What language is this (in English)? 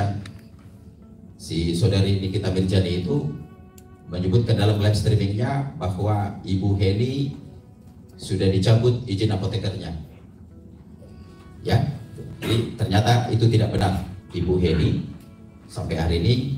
Indonesian